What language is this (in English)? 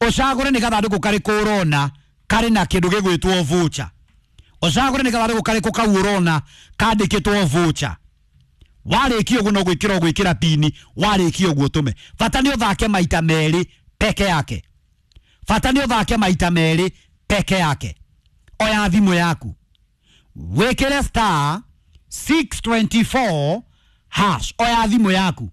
Kikuyu